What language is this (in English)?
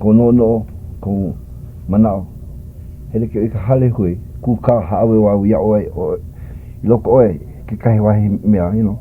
Hawaiian